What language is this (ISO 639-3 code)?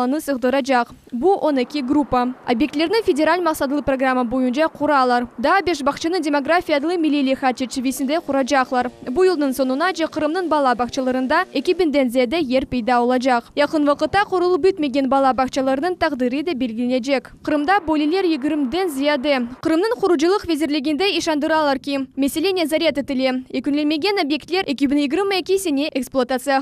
crh